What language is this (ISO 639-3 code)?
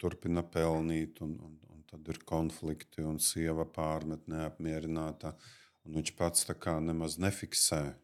lav